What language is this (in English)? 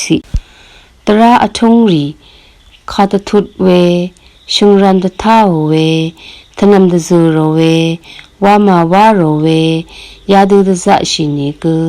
Rawang